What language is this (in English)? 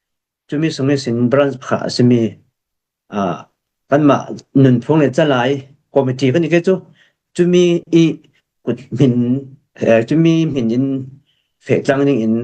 Falam Chin